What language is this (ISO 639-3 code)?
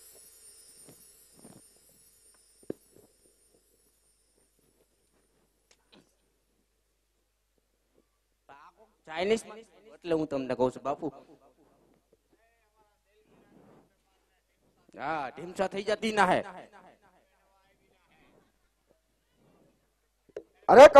guj